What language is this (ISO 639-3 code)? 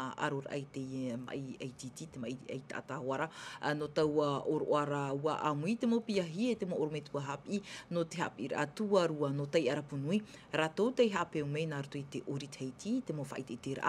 tah